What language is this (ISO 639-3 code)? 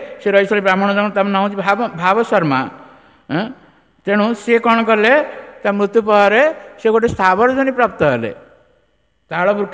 ori